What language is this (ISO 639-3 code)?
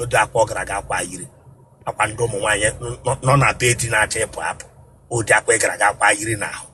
ibo